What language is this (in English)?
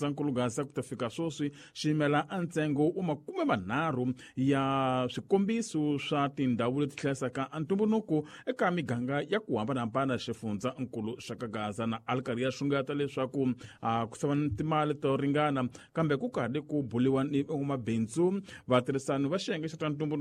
Tsonga